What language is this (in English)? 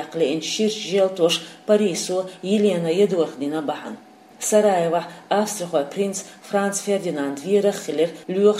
Chechen